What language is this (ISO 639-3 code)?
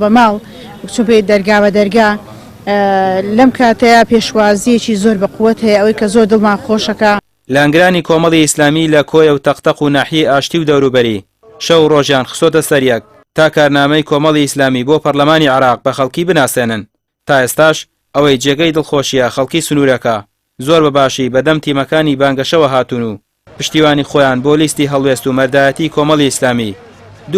ckb